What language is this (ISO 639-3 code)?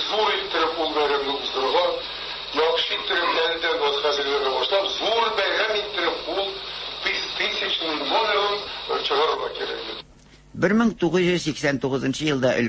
tat